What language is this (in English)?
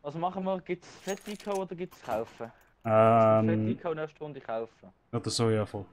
Swiss German